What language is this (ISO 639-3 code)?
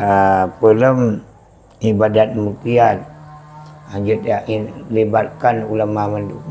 ace